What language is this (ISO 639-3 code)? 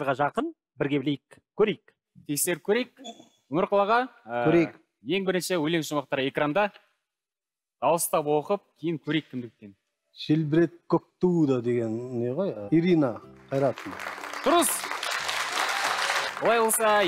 kaz